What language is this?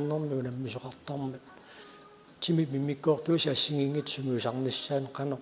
Kalaallisut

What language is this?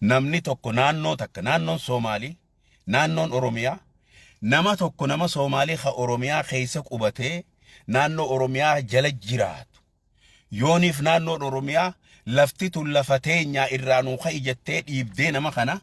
Oromo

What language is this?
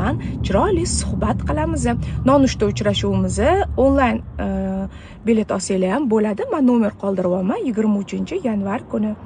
Uzbek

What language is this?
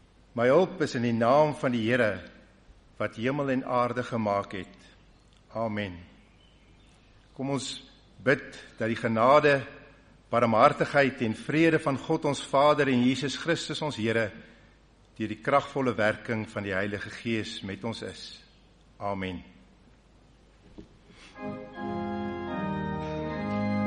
Afrikaans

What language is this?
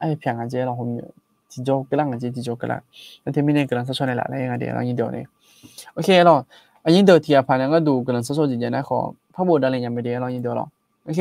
Akha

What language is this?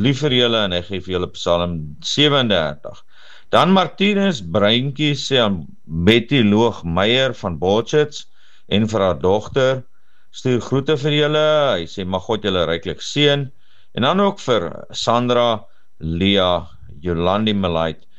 Afrikaans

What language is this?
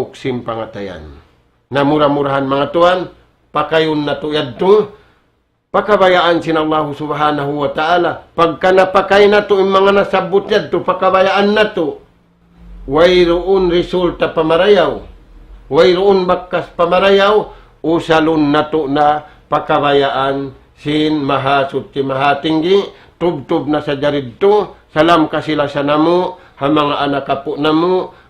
Tausug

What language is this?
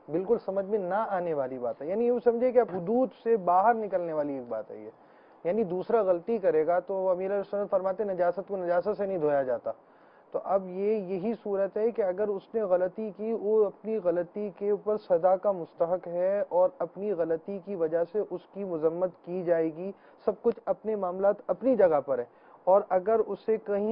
Urdu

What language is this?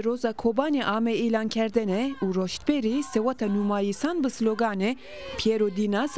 Zaza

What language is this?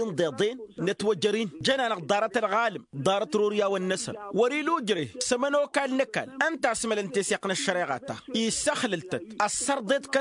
Tamasheq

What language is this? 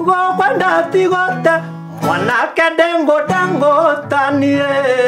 Kikuyu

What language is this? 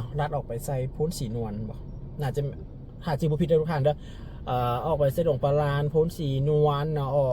Lao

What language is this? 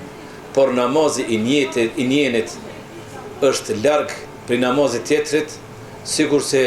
Albanian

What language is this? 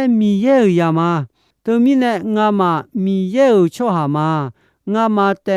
Akha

